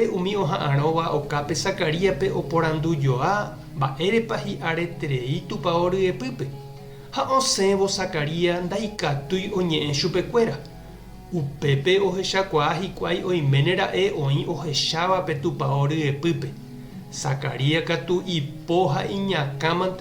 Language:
Guarani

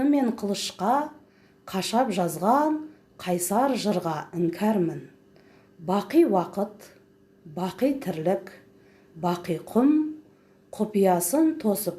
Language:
Kazakh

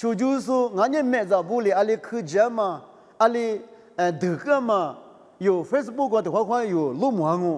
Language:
Lisu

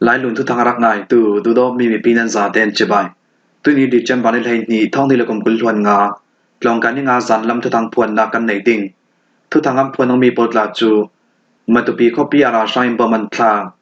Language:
Falam Chin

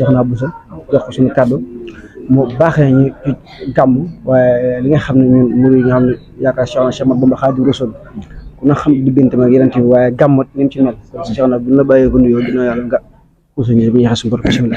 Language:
Wolof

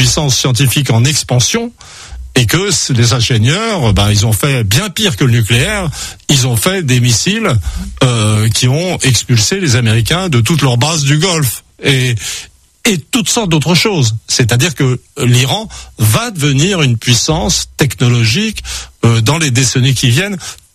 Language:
French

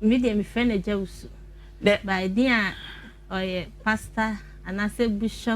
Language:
Akan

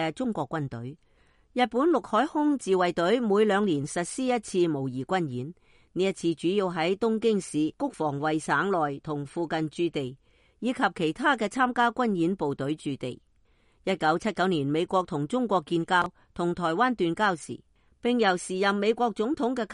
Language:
Cantonese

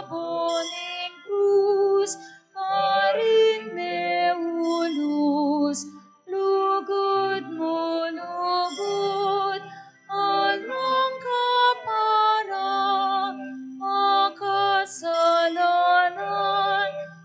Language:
Pampanga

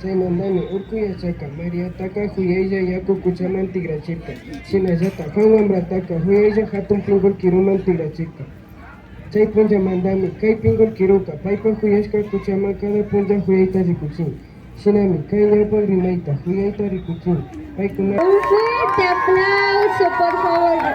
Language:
Imbabura Highland Quichua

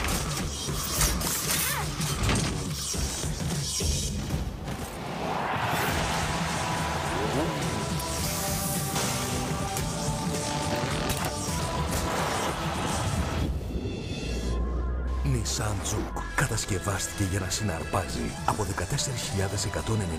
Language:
Greek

